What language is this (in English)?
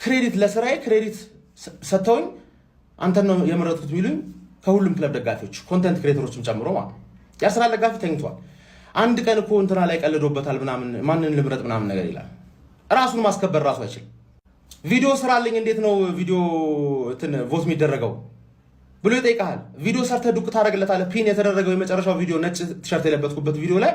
Amharic